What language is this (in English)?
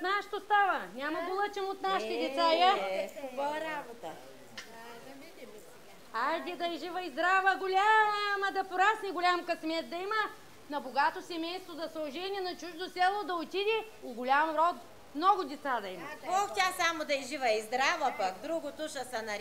Bulgarian